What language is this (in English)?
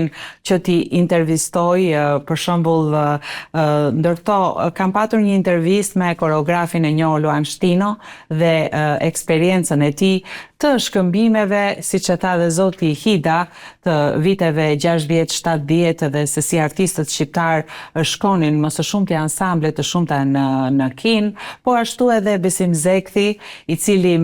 Albanian